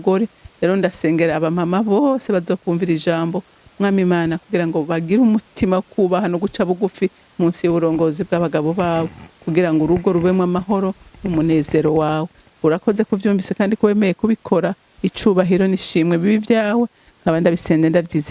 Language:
Rundi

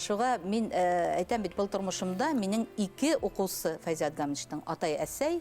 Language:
Bashkir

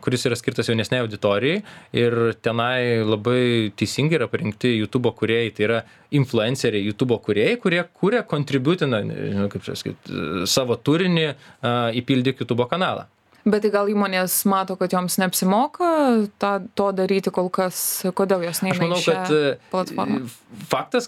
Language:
Lithuanian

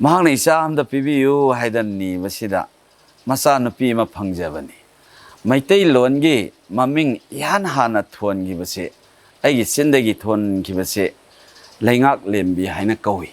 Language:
Manipuri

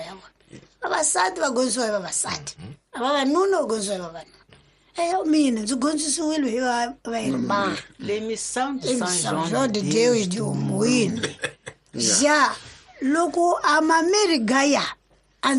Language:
Tsonga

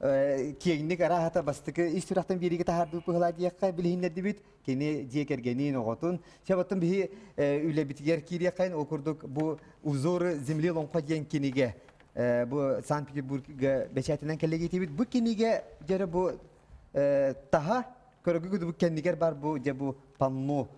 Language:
Yakut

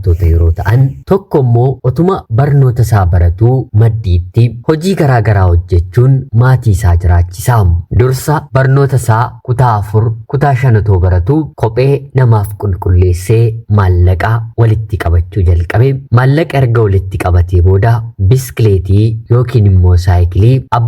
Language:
Oromo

